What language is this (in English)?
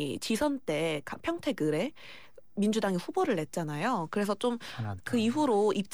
Korean